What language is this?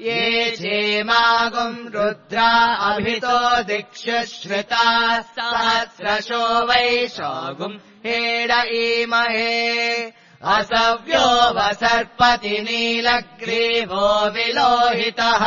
Sanskrit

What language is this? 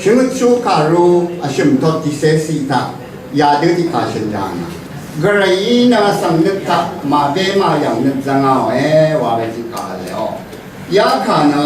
Rawang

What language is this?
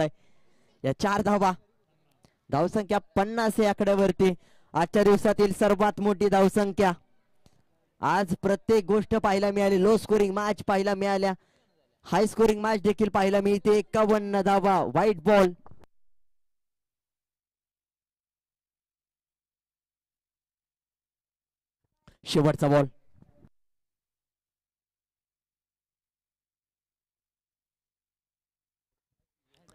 Marathi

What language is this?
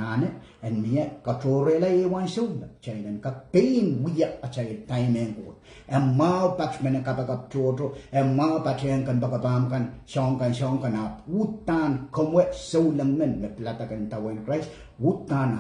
Pohnpeian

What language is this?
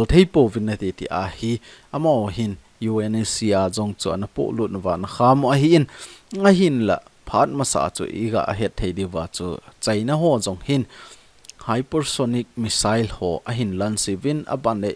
Thado Chin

